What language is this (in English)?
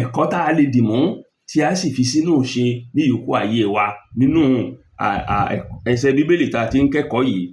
Yoruba